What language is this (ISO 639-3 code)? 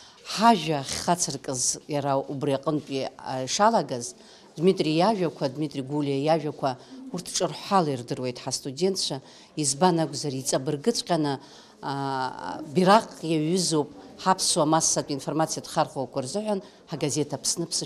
abk